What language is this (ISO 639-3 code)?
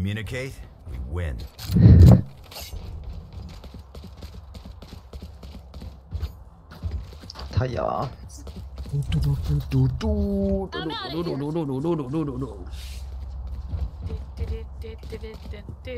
fin